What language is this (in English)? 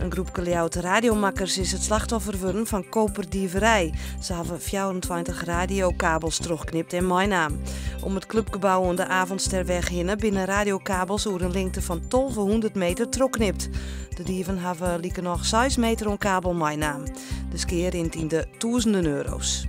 Western Frisian